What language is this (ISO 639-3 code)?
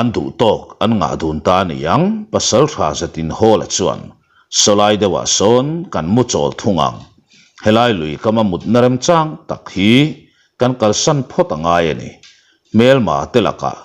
lus